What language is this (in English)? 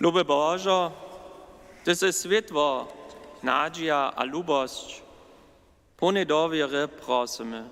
Upper Sorbian